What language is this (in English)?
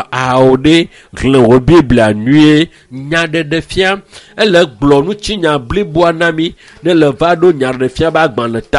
Ewe